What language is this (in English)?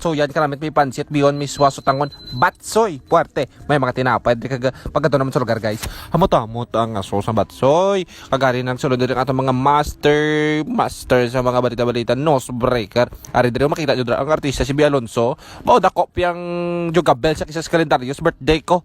Hiligaynon